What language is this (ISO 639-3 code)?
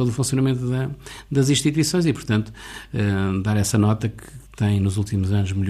por